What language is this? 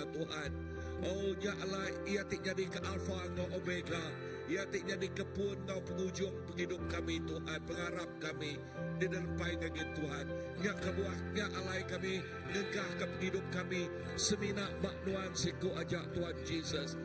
Iban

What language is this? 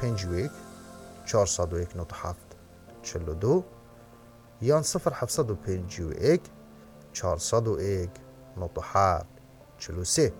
Kurdish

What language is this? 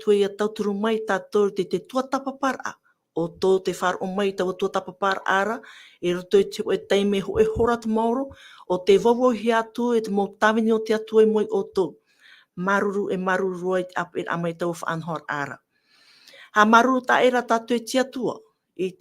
Tahitian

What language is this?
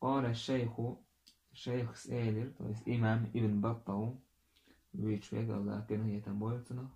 Chechen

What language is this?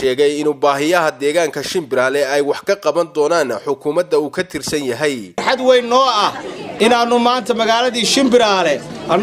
Somali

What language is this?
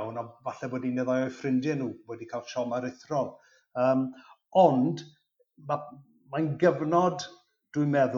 Welsh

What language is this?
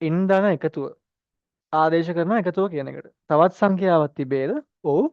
Sinhala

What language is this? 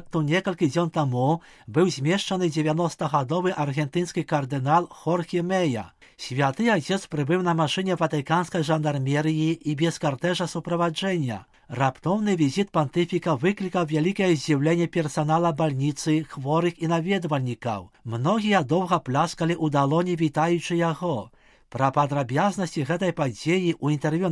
Belarusian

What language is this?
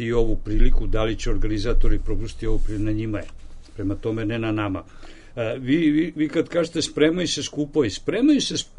Serbian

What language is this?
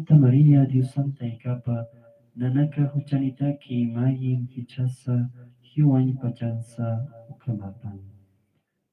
Aymara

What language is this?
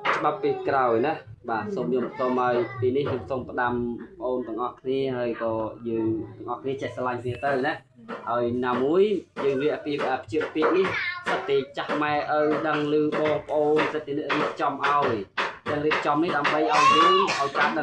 Khmer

